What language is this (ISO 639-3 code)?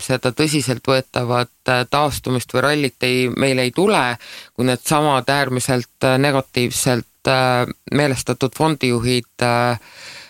est